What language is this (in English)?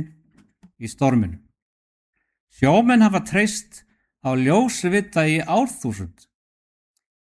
Icelandic